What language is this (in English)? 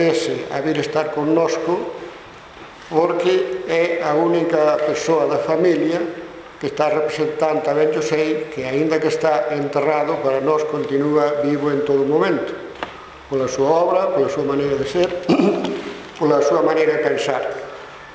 Galician